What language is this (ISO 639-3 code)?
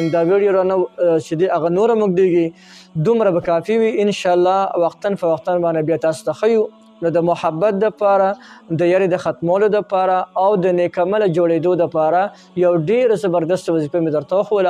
pus